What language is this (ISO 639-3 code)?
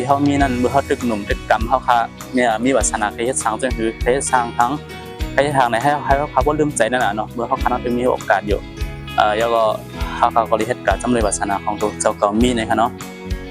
shn